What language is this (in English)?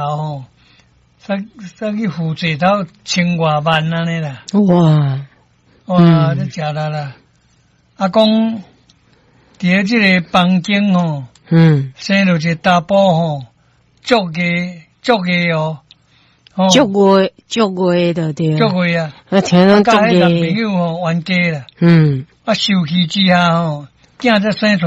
Min Nan Chinese